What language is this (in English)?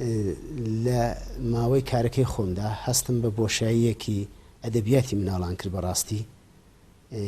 Central Kurdish